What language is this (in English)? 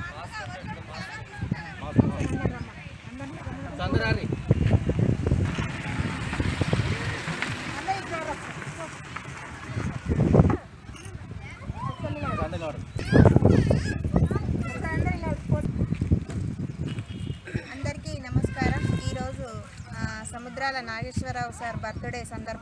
Telugu